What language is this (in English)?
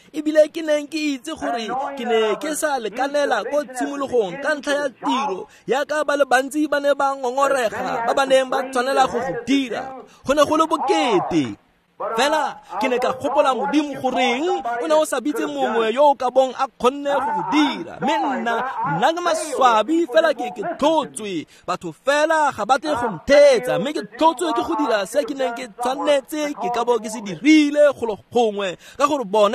Tswana